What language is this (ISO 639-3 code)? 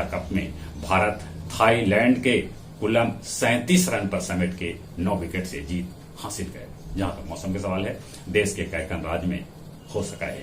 mag